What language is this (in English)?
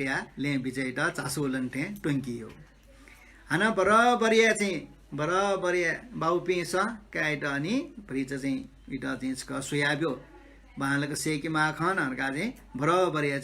Newari